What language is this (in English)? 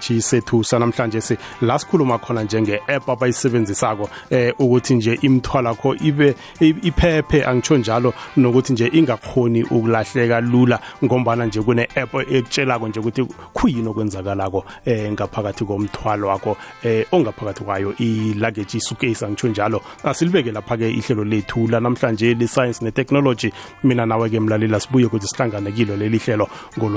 South Ndebele